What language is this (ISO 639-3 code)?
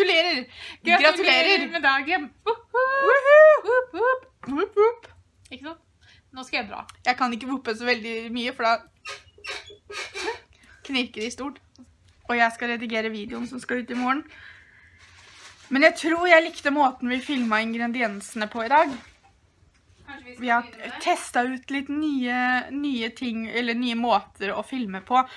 nor